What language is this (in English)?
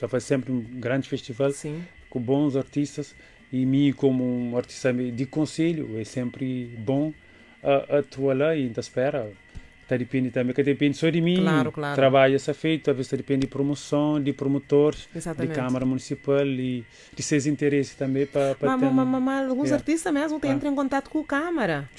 Kabuverdianu